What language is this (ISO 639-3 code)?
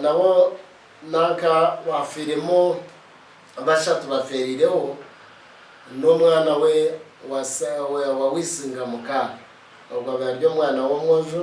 nyn